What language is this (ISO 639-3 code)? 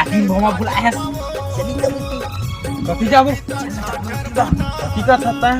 hne